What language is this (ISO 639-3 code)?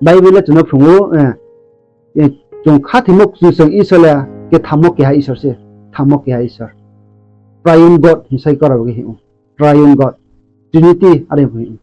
ria